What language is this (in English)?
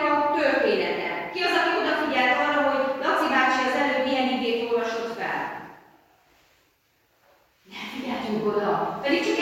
Hungarian